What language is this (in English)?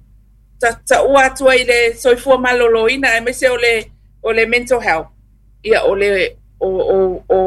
Samoan